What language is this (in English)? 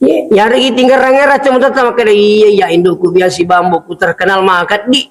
Buginese